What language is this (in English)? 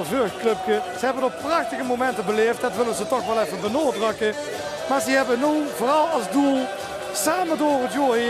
Limburgish